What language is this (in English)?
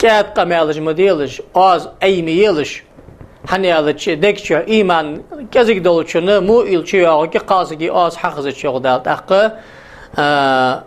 Ingush